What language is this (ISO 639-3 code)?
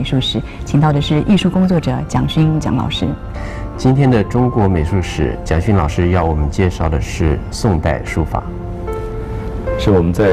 zho